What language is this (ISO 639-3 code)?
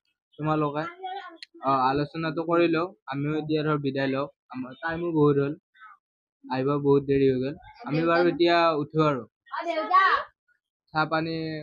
asm